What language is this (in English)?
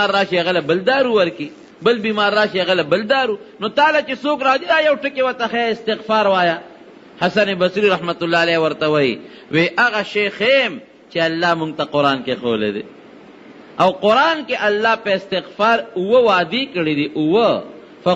Pashto